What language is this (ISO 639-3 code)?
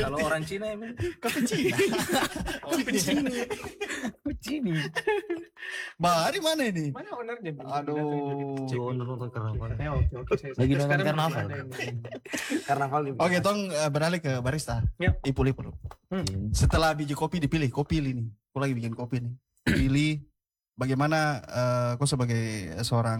ind